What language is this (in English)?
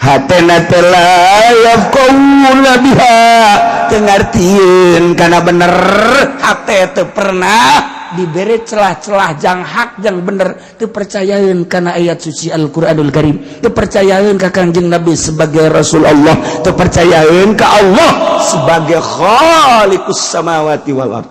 Sundanese